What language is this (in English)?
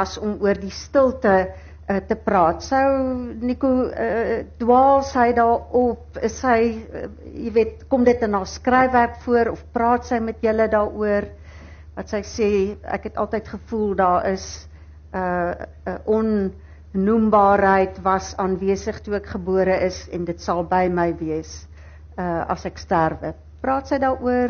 Afrikaans